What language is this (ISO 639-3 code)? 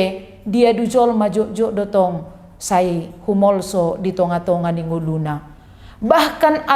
bbc